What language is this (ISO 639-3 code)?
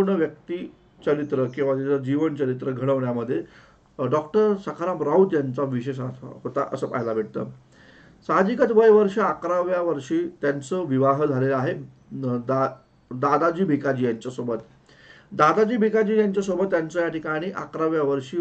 mar